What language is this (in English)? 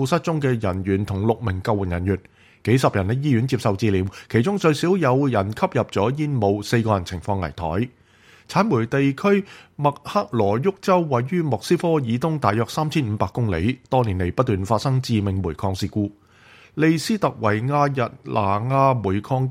Cantonese